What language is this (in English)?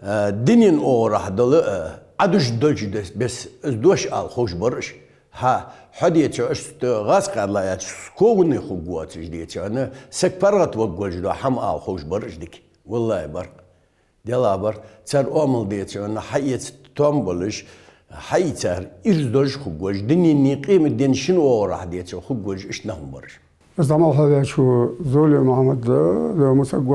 Ingush